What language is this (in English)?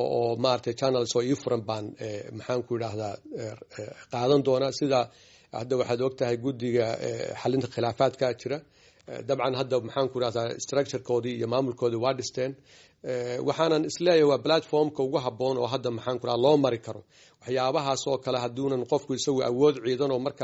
Somali